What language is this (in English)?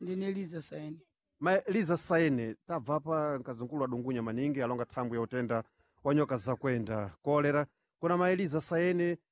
Sena